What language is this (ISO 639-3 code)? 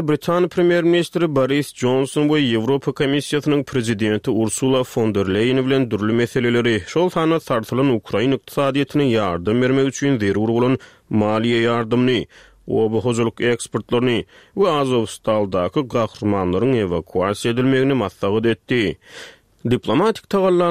tuk